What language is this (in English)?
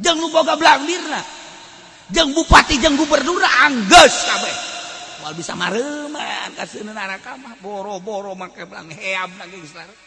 Sundanese